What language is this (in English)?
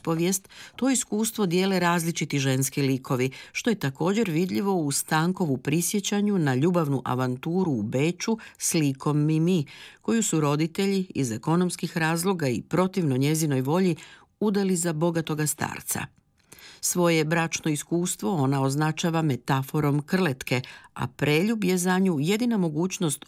Croatian